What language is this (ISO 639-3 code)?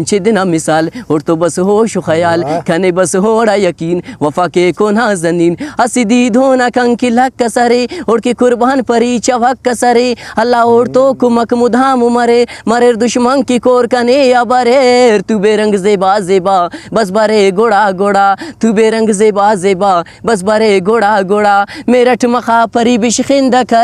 brh